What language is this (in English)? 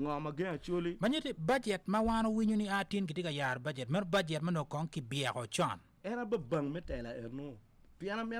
Acoli